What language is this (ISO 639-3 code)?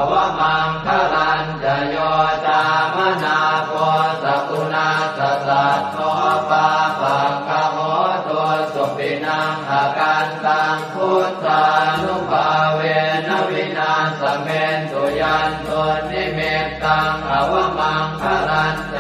pli